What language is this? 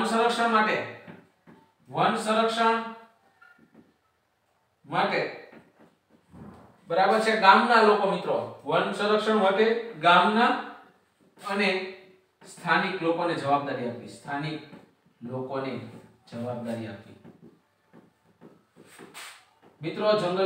Gujarati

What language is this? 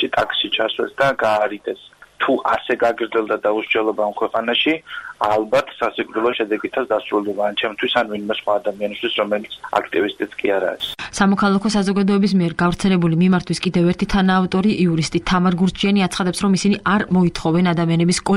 Georgian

